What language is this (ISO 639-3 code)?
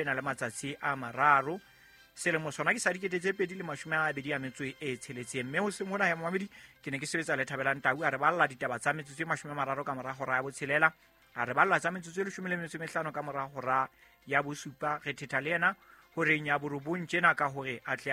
sot